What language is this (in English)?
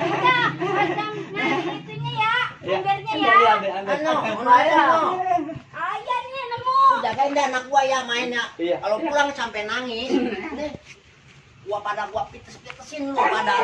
Betawi